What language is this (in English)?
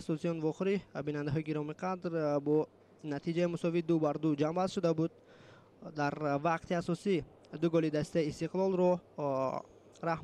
Tajik